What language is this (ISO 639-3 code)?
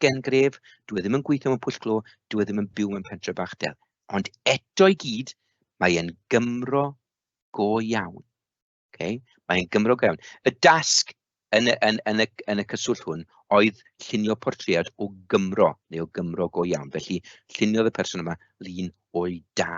cym